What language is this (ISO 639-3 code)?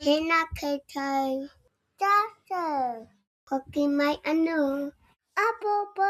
mri